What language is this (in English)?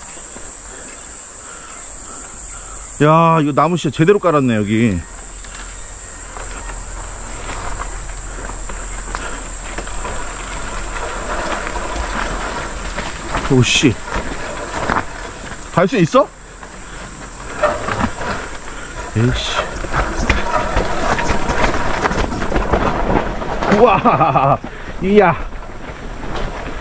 Korean